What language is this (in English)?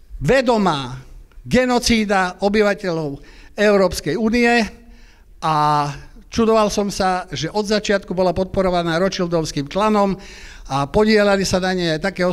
Slovak